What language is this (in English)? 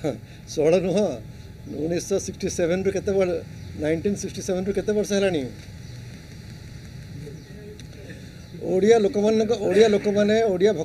Odia